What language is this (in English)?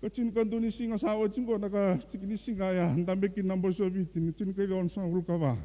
Fijian